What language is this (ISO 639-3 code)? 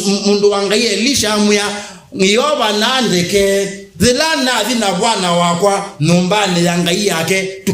kam